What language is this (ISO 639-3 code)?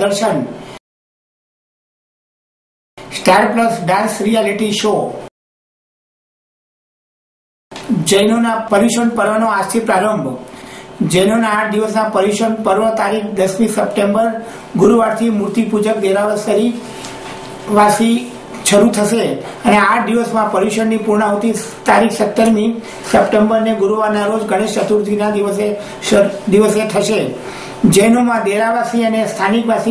guj